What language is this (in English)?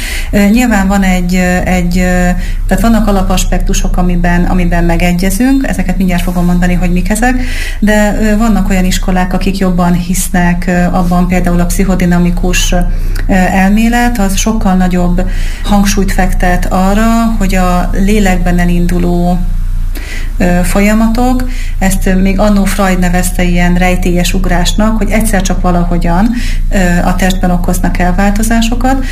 Hungarian